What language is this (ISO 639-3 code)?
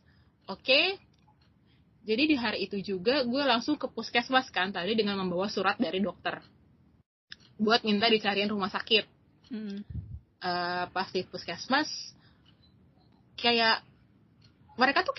ind